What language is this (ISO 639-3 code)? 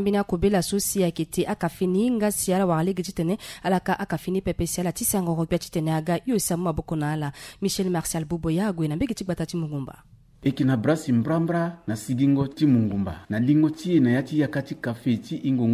sag